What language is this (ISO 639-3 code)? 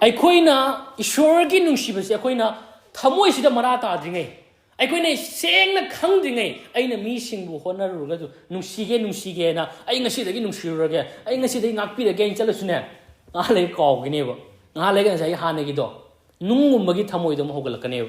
mni